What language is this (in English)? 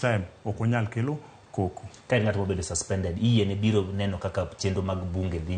Luo (Kenya and Tanzania)